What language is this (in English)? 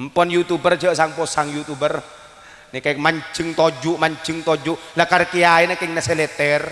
Madurese